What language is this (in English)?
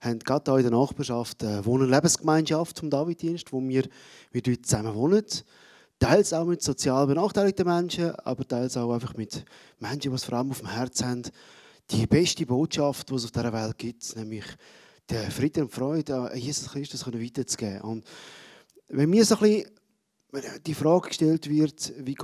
Swiss German